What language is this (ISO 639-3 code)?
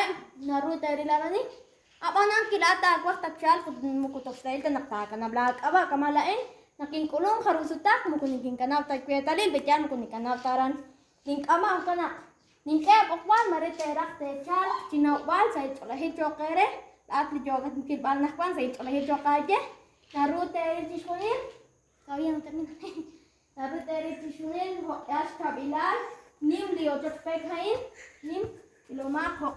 kek